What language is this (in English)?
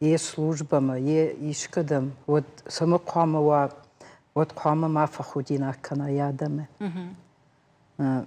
Ossetic